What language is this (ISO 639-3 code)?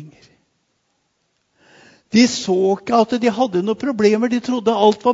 nor